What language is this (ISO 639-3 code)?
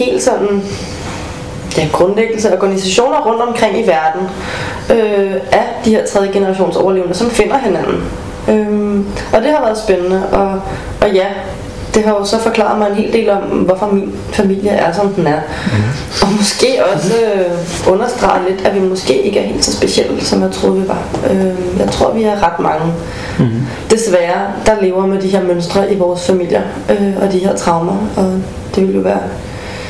dan